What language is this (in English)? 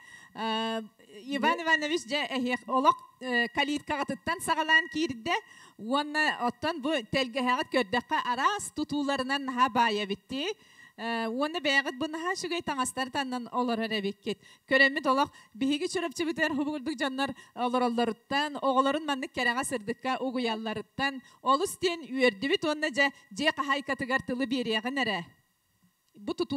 Yakut